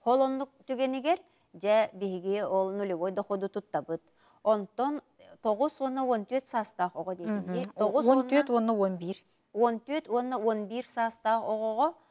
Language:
Yakut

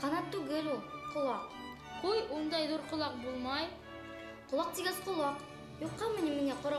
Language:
Bashkir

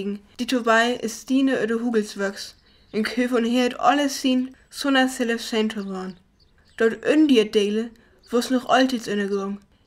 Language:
Northern Frisian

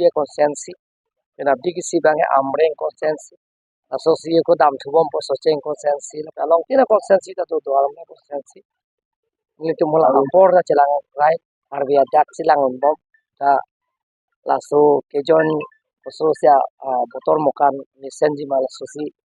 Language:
Karbi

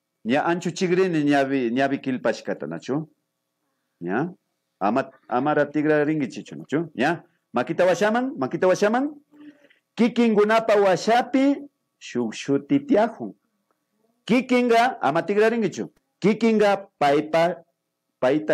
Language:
Imbabura Highland Quichua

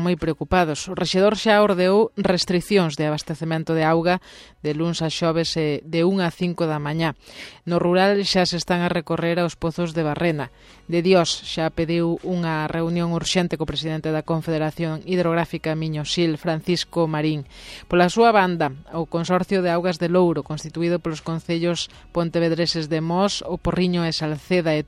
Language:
Galician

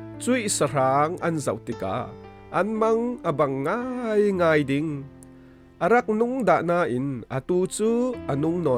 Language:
Falam Chin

